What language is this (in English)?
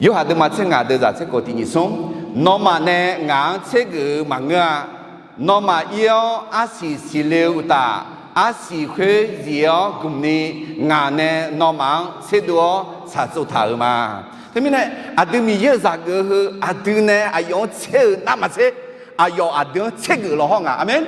Akha